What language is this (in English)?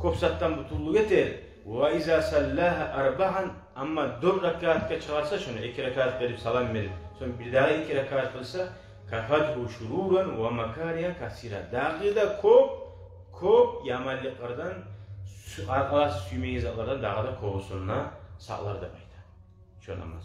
Kumyk